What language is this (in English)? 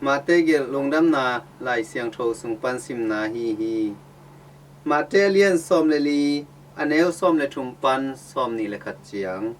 Tedim Chin